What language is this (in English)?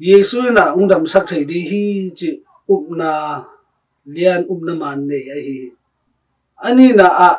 Tedim Chin